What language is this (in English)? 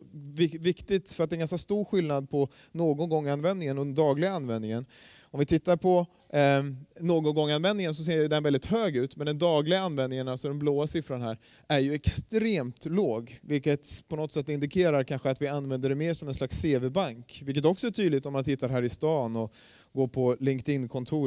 Swedish